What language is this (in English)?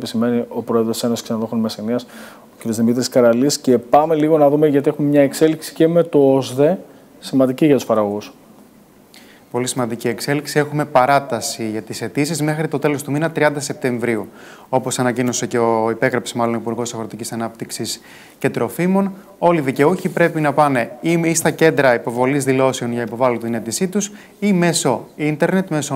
Greek